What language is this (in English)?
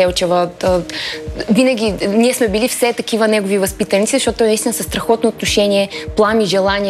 Bulgarian